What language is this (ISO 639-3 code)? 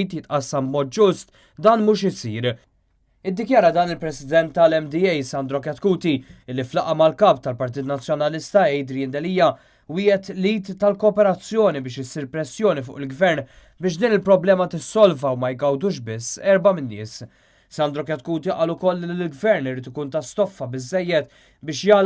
mlt